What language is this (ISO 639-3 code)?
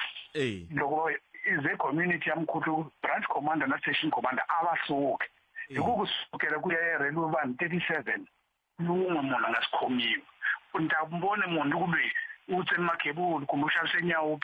tso